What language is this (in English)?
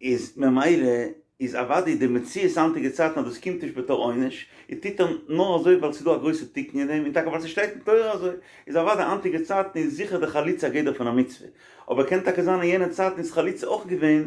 Yiddish